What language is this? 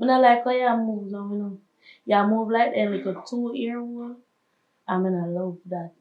Jamaican Creole English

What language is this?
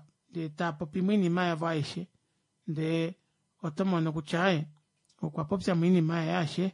Kuanyama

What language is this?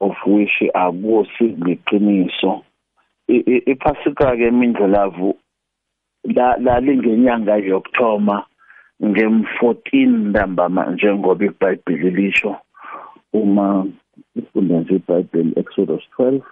South Ndebele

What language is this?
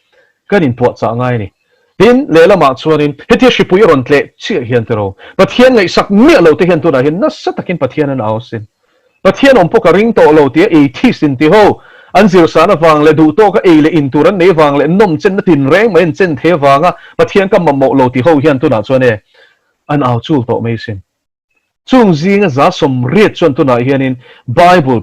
Mizo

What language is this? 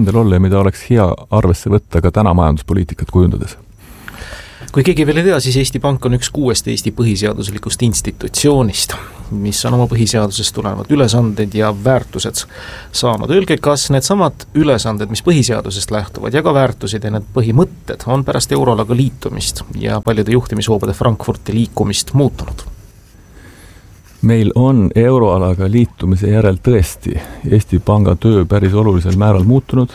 Estonian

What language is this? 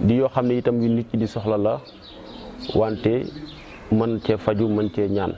Wolof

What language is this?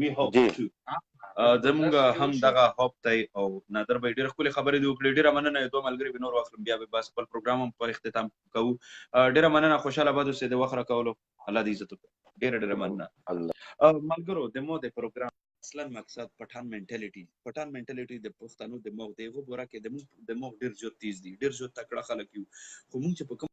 Pashto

